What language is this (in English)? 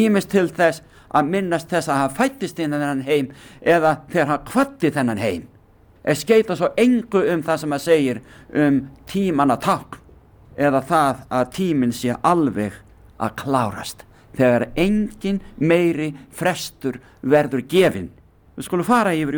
Icelandic